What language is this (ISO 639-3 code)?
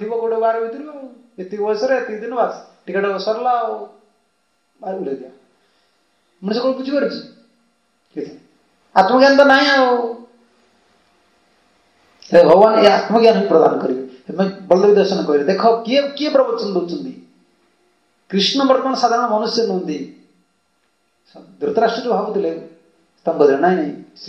ori